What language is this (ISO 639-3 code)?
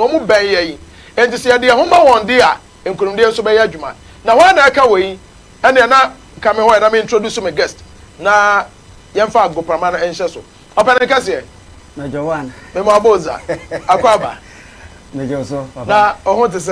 aka